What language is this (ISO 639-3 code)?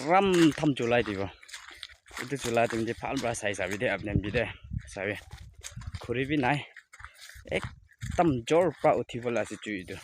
nag